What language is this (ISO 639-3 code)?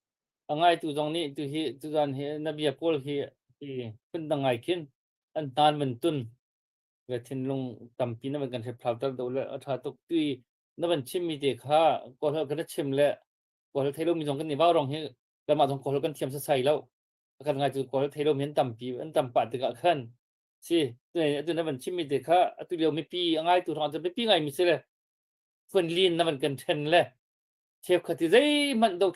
cnh